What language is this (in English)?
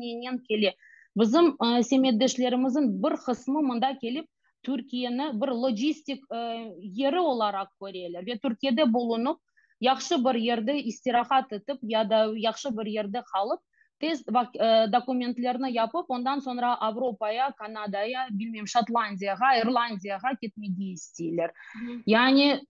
Crimean Tatar